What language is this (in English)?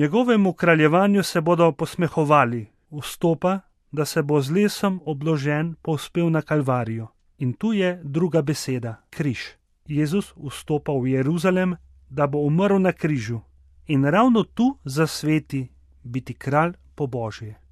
Slovenian